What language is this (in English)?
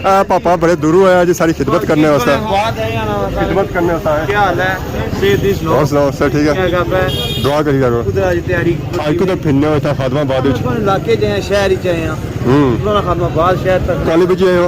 Pahari-Potwari